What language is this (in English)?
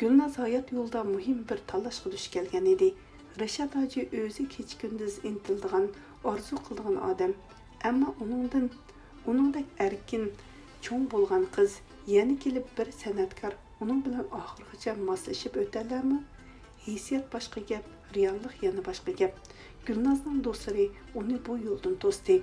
Uyghur